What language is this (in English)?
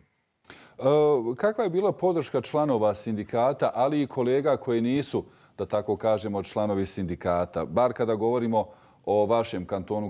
Bosnian